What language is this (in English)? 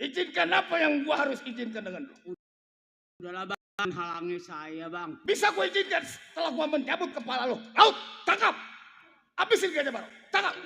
Betawi